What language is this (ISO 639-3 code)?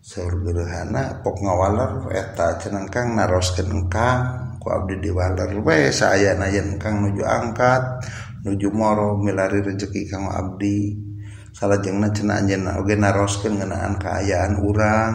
sun